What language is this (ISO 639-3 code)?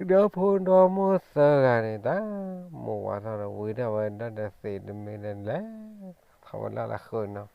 ksw